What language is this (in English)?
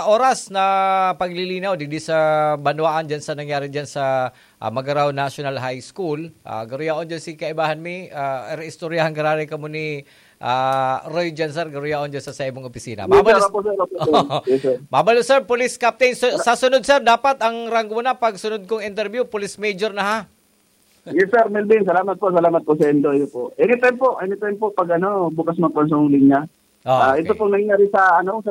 Bikol